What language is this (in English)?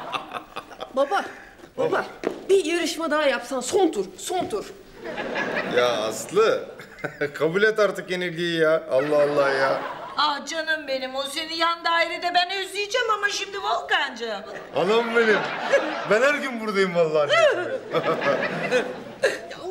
Turkish